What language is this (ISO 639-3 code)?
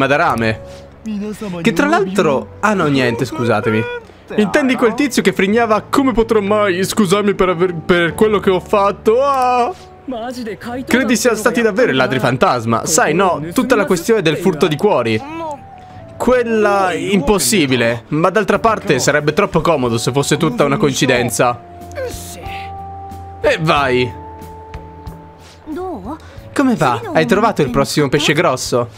ita